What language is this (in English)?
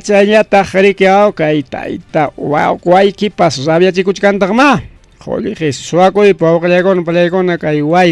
Ayacucho Quechua